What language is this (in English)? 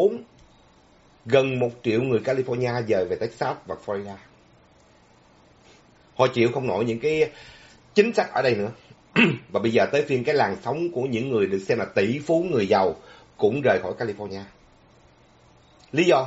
Vietnamese